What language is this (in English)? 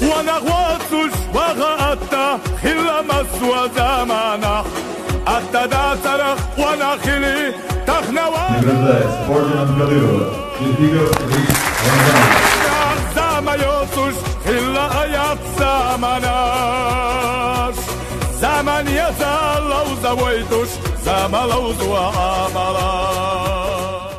Chechen